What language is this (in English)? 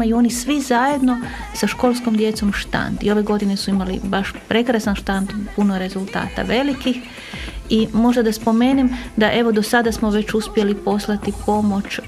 Croatian